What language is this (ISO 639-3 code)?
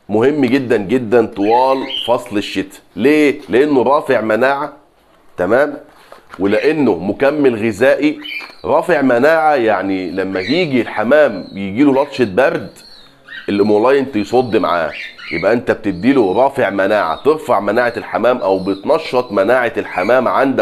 arz